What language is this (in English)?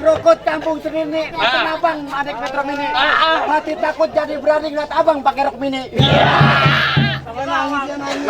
Betawi